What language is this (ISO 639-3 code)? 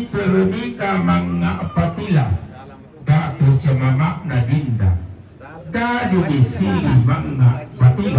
sda